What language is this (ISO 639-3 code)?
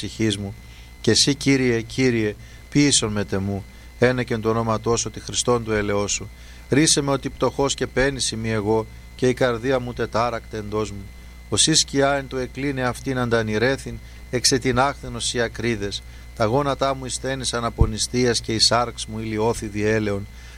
ell